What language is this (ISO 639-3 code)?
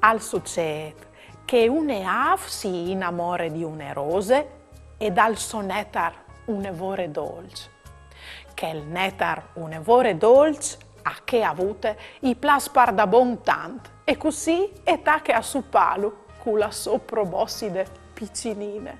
fur